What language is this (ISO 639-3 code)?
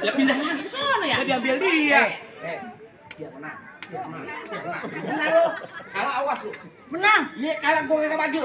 bew